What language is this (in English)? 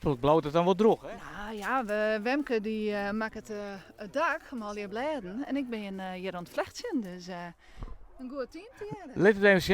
Western Frisian